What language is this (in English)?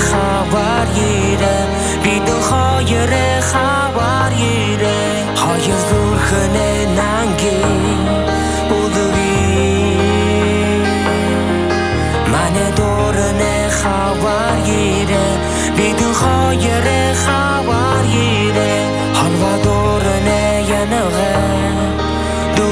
Buriat